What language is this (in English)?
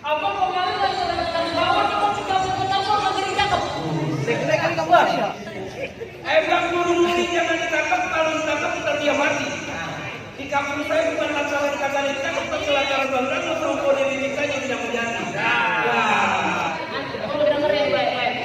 Betawi